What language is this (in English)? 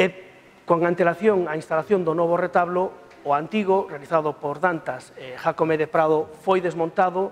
Galician